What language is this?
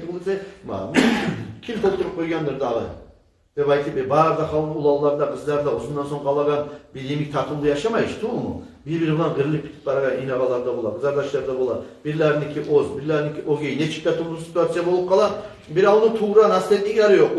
Kumyk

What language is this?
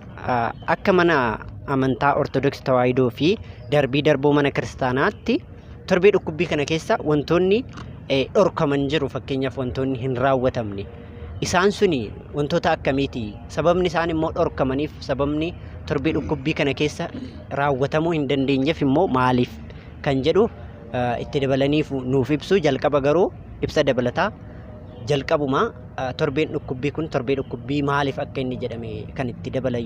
Oromo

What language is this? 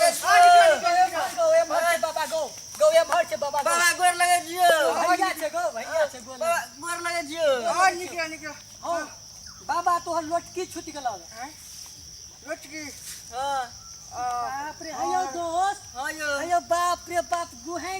Maithili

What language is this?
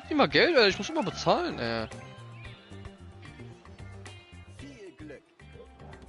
German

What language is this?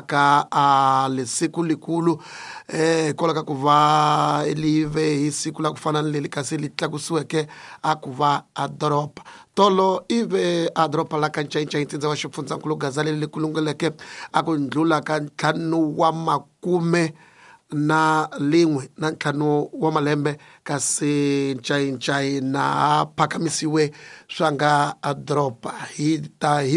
Tsonga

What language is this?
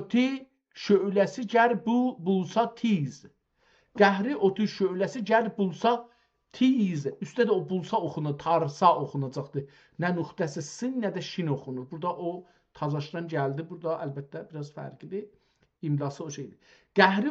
South Azerbaijani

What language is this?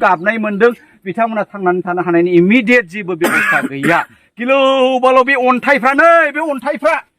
Bodo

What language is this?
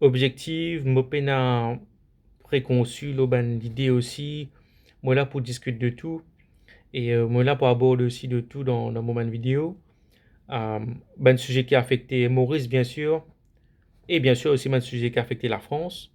Morisyen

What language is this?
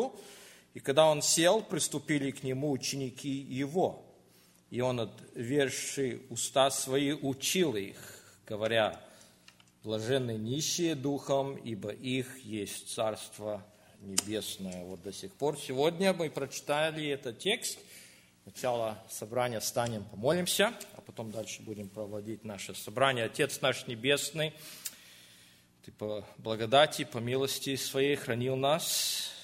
Russian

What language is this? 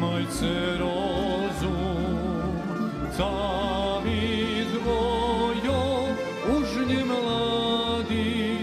Rusyn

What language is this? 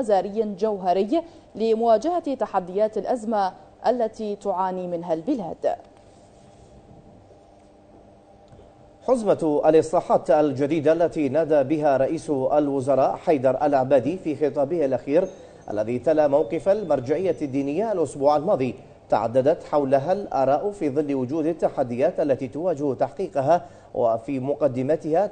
Arabic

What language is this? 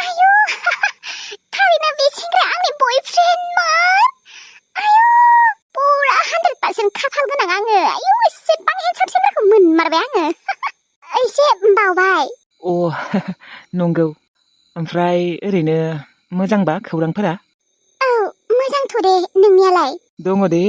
Bodo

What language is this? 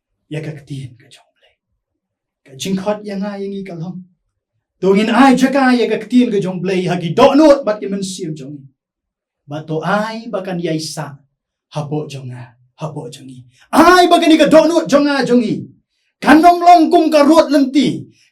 Khasi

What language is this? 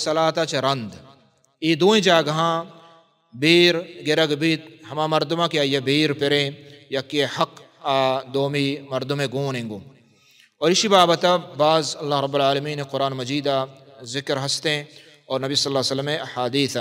Baluchi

